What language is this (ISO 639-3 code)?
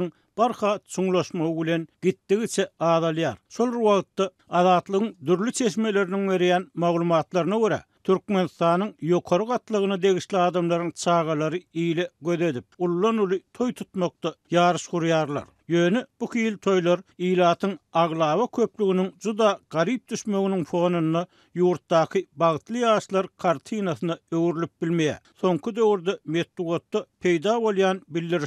tuk